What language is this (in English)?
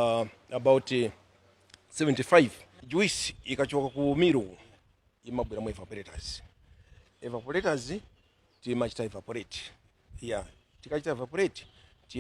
Nyanja